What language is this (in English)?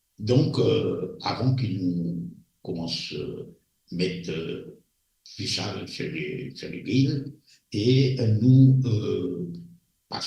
Morisyen